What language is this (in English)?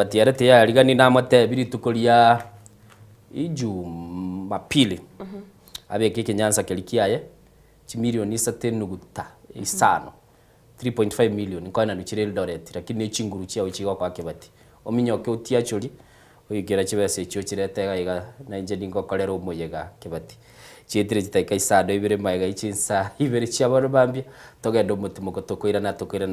Gusii